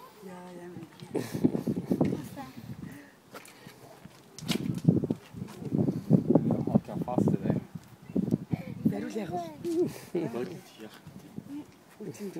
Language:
Swedish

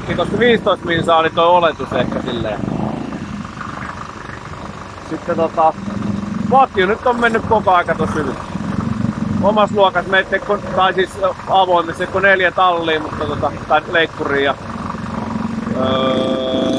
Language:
Finnish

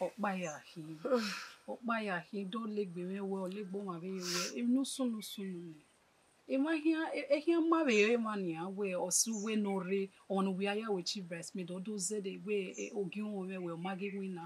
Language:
Bini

